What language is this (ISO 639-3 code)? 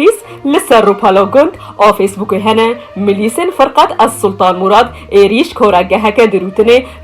kur